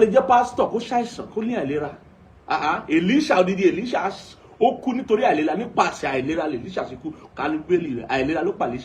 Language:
Yoruba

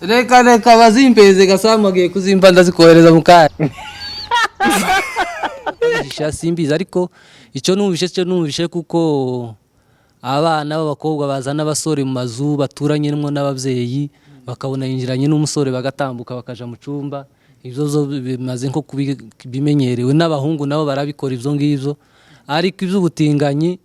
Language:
Kinyarwanda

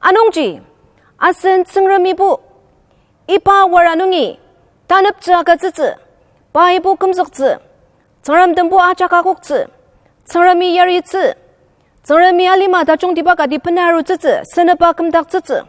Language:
Ao Naga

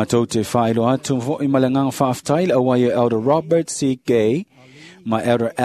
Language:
Samoan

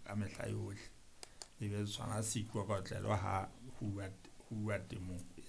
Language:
Southern Sotho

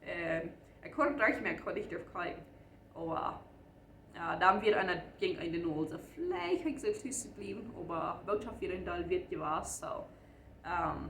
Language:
Plautdietsch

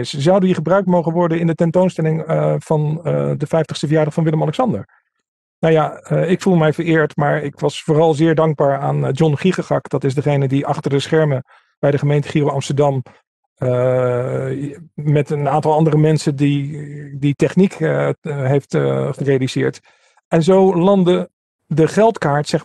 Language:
Dutch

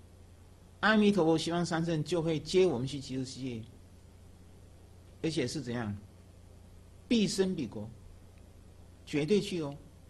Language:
Chinese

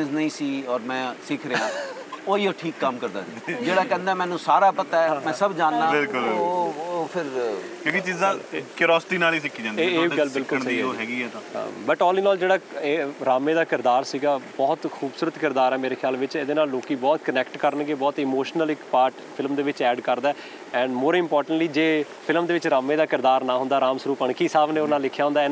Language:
Punjabi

